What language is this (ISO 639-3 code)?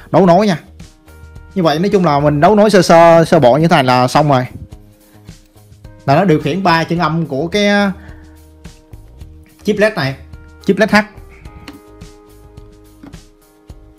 vie